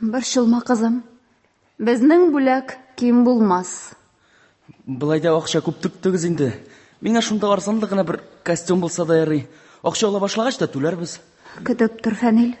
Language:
Tatar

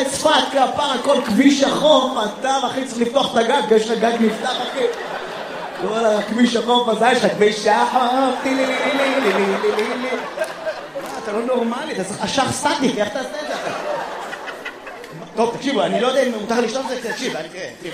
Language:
Hebrew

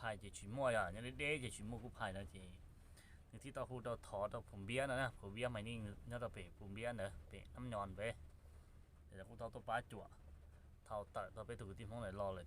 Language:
Hmong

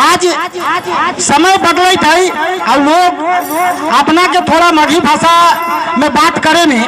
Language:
Magahi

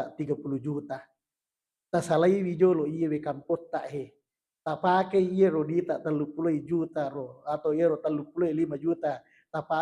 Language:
Buginese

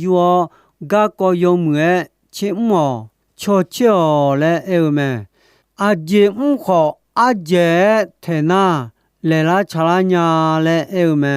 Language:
Akha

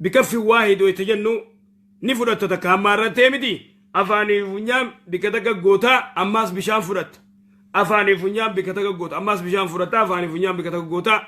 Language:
Oromo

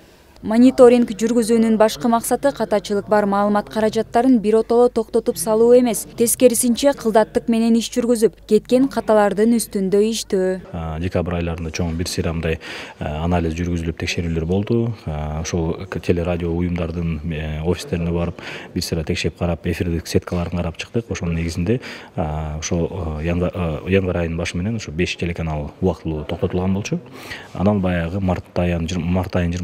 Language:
Kyrgyz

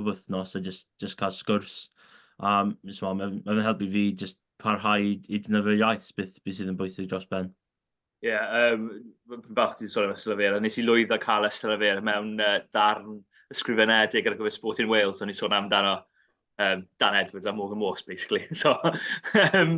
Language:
Welsh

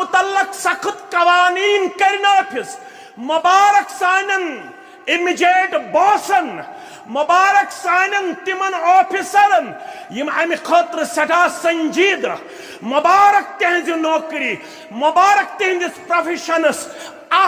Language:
Kashmiri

